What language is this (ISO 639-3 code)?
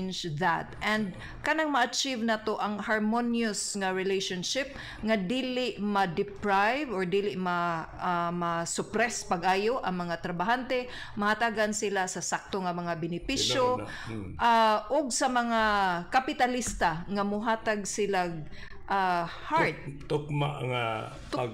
ceb